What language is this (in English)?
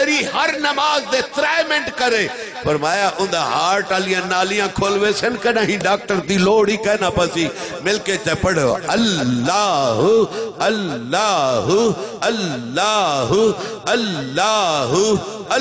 Saraiki